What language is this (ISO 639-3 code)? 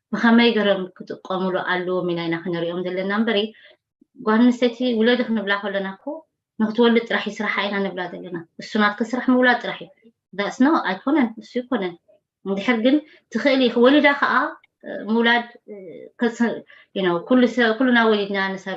tir